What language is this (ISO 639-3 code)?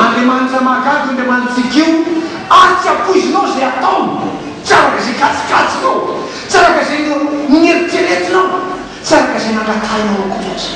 mlg